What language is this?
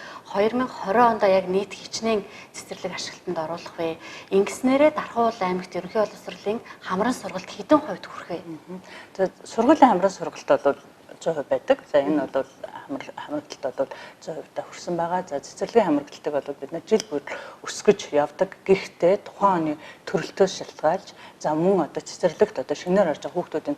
Mongolian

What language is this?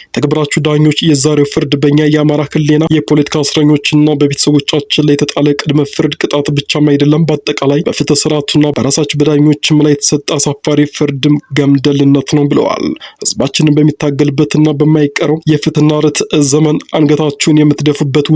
Amharic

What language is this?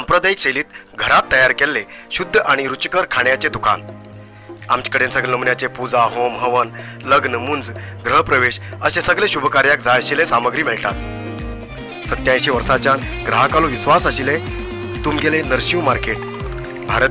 Konkani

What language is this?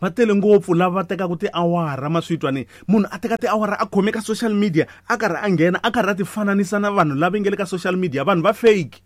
Tsonga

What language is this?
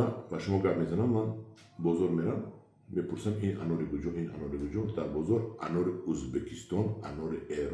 Tajik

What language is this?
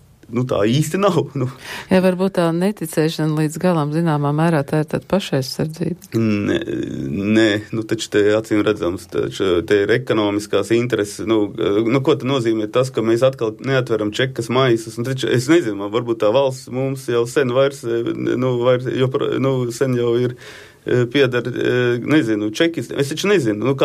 Latvian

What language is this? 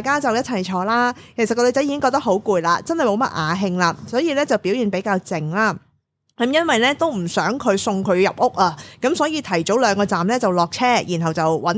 Cantonese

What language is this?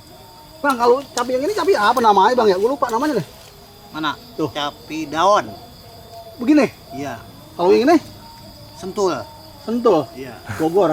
Betawi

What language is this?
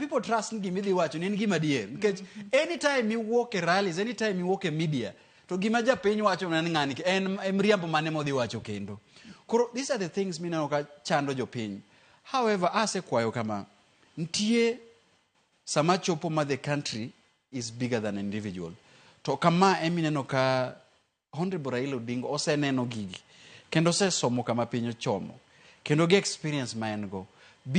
Luo (Kenya and Tanzania)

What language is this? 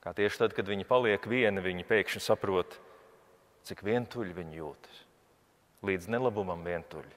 Latvian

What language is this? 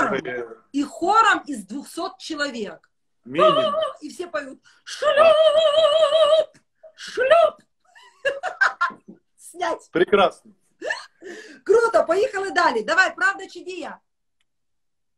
Ukrainian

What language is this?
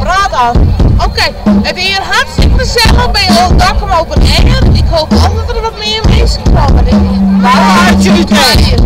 Western Frisian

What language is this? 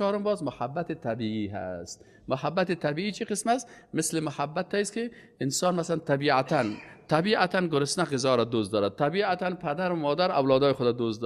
Persian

